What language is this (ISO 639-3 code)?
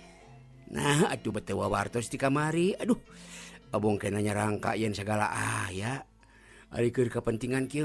sun